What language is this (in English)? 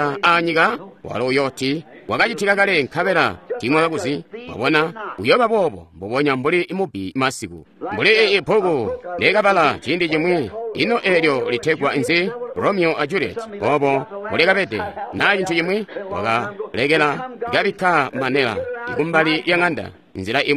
Tonga (Zambia)